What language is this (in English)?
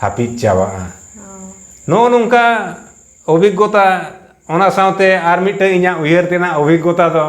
Santali